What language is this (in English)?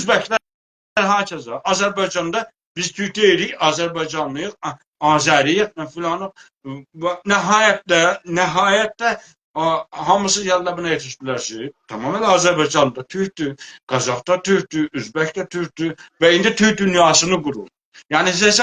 South Azerbaijani